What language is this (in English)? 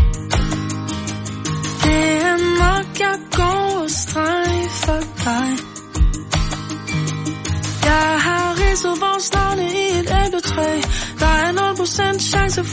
Danish